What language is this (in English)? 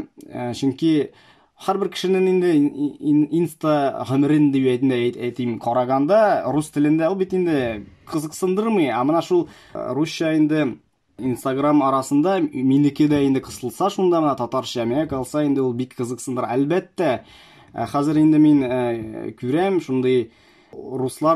Tatar